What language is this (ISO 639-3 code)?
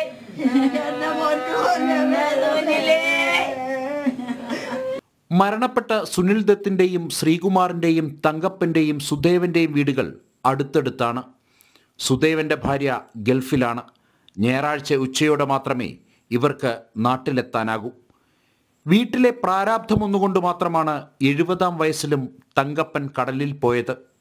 mal